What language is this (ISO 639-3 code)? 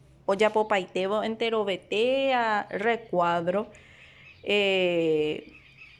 grn